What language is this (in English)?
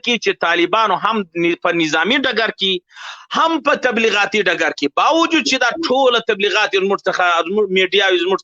Pashto